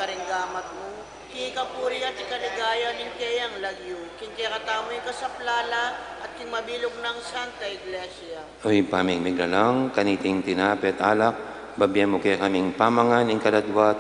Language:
Pampanga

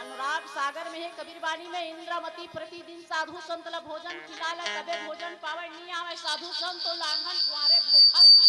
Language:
Chhattisgarhi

